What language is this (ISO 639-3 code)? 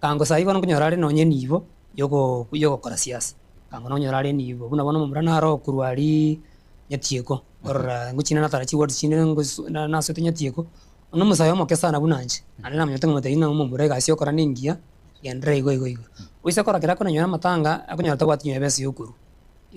guz